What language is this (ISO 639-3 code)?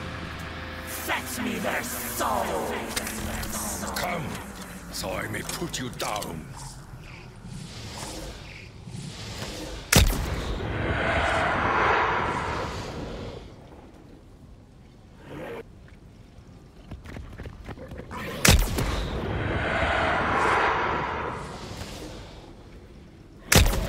eng